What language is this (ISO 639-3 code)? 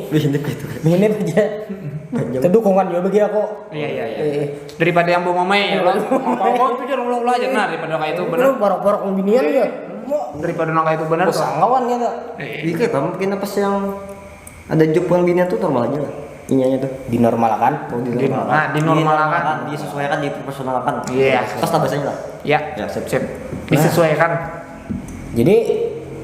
bjn